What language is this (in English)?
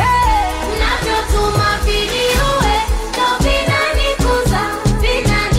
Swahili